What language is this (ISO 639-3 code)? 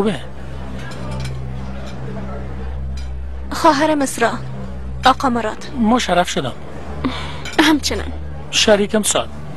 fas